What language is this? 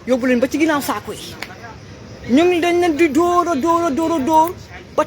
Wolof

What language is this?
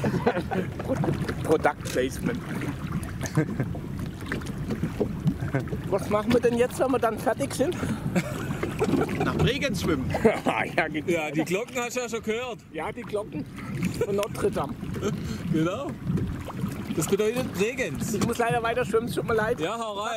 German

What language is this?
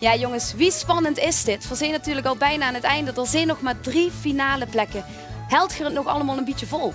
Limburgish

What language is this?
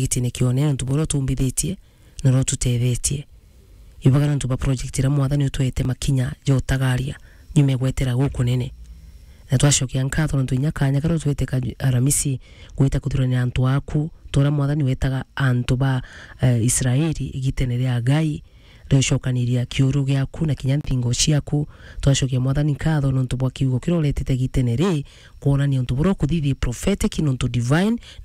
Meru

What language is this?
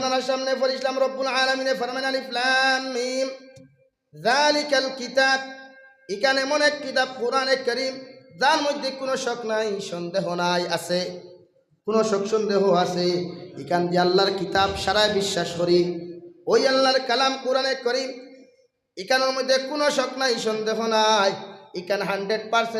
Sylheti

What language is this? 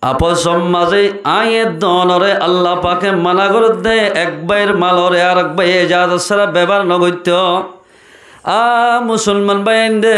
Rohingya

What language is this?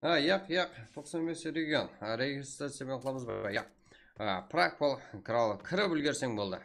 Kara-Kalpak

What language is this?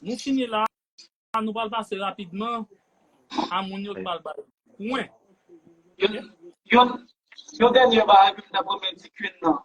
Haitian Creole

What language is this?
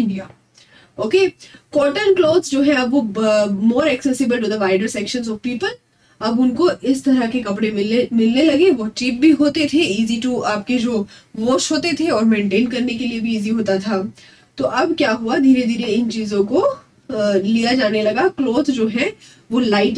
Hindi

